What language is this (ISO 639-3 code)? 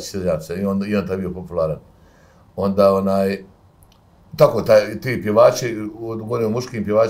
bos